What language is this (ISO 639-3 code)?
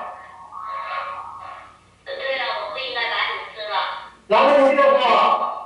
zho